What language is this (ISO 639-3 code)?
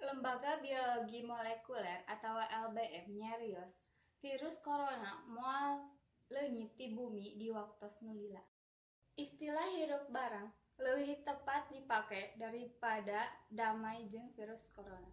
sun